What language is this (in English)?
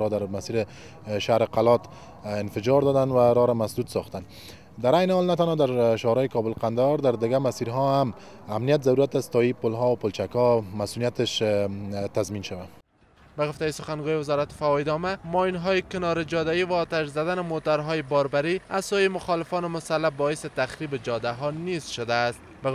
Persian